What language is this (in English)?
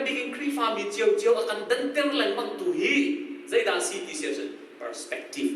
Hakha Chin